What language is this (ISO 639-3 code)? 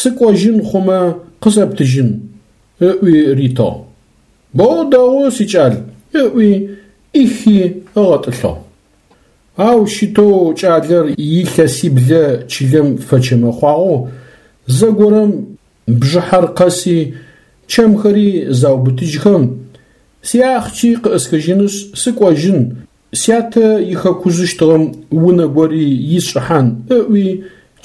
ady